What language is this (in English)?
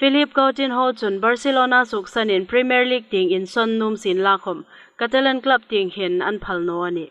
Hmar